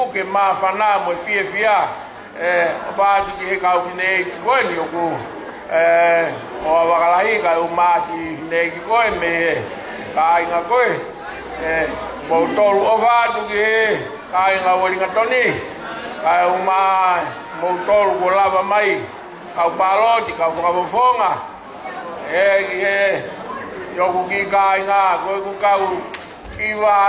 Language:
Tongan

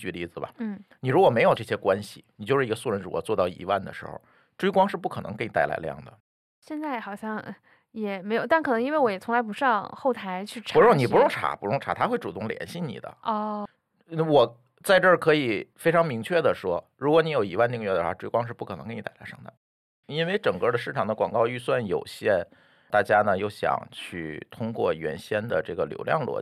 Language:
Chinese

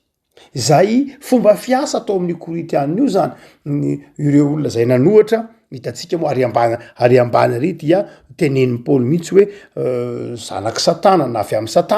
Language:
Malagasy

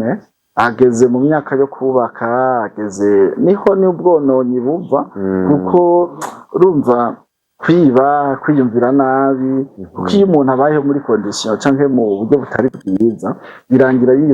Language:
Rundi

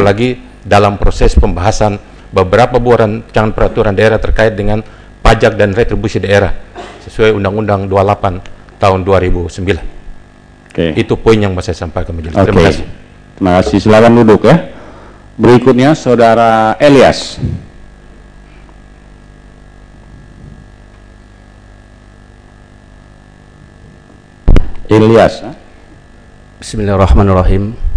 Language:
Indonesian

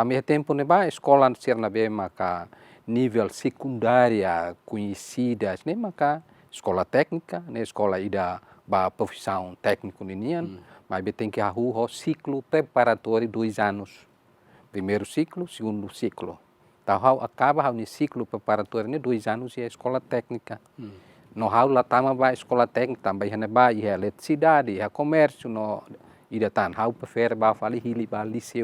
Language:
Tetum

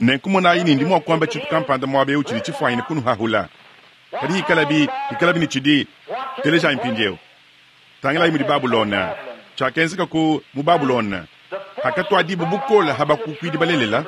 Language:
Luba-Lulua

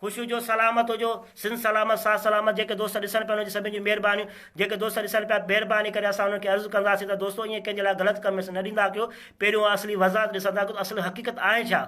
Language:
Sindhi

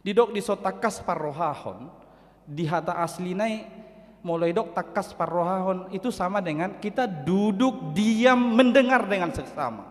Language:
Batak Toba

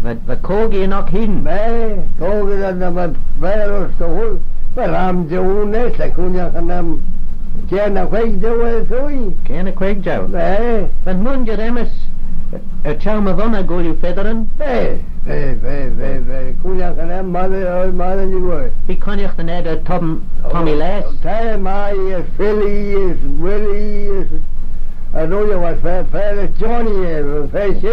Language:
Manx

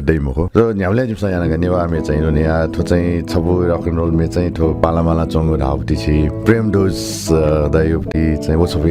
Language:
Newari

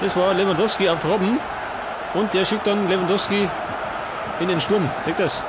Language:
Bavarian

